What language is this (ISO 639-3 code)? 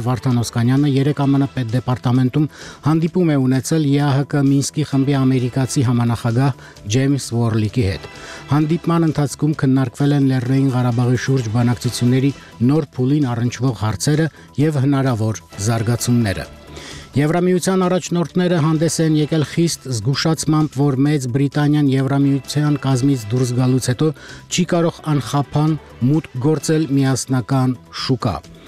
hye